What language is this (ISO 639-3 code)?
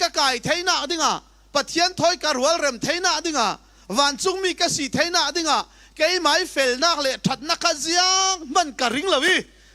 cfm